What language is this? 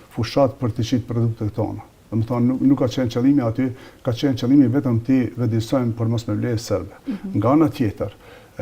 Albanian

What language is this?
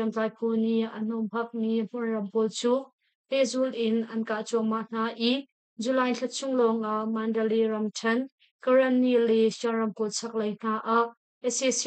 Hakha Chin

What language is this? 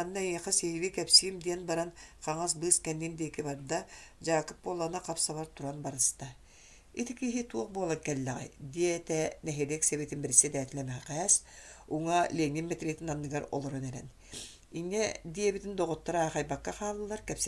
Yakut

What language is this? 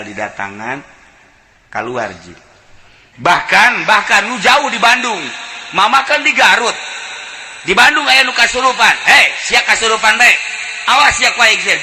Sundanese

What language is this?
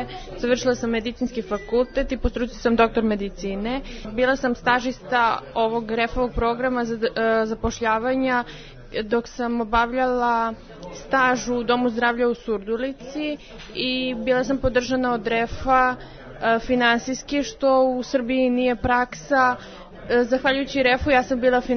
Serbian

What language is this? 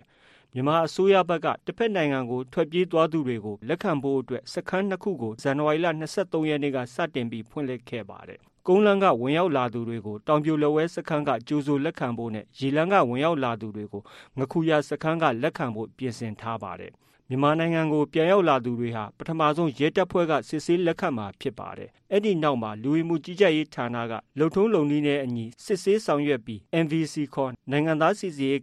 Burmese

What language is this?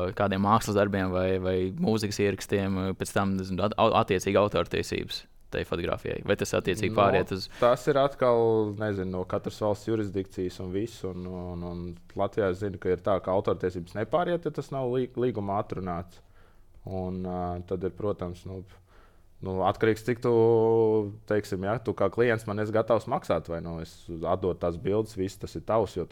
Latvian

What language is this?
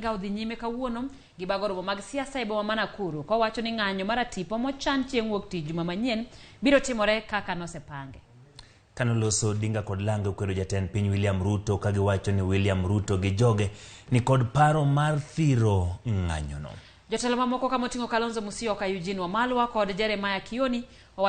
Luo (Kenya and Tanzania)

